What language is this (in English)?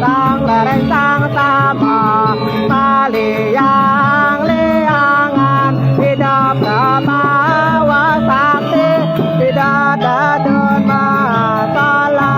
Balinese